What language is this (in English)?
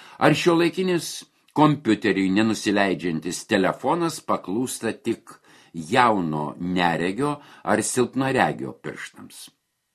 Lithuanian